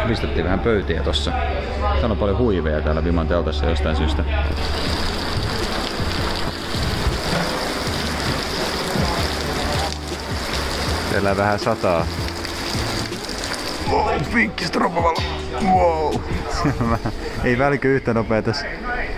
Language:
Finnish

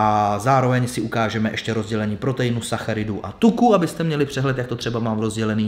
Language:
Czech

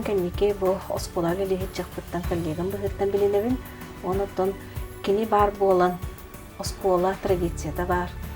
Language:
Yakut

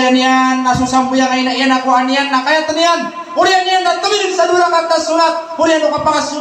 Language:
Maranao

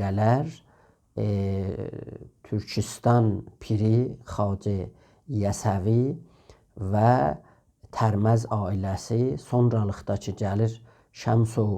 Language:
South Azerbaijani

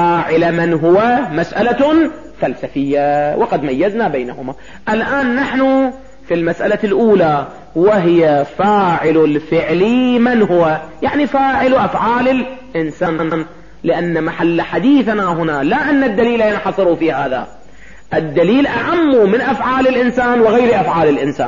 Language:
Arabic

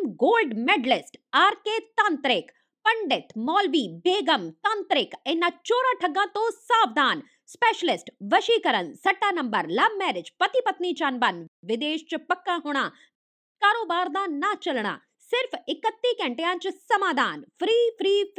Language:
Punjabi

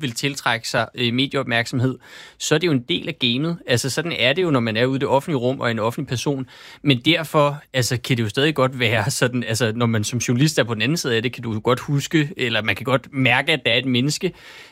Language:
Danish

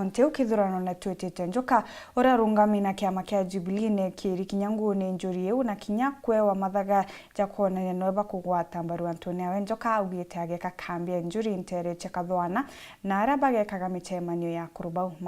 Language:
Meru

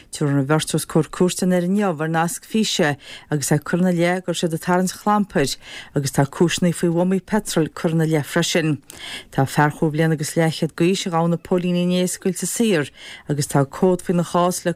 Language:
Irish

